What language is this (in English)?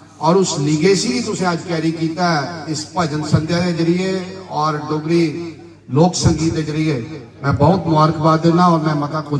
Dogri